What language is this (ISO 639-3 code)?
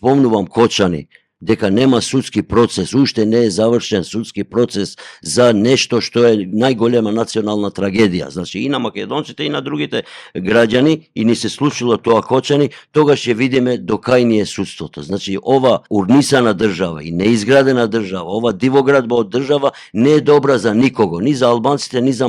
mkd